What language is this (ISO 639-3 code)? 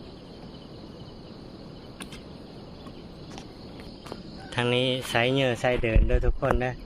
lao